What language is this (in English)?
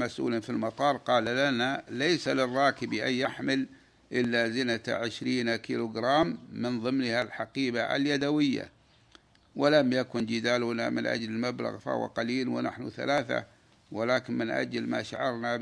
Arabic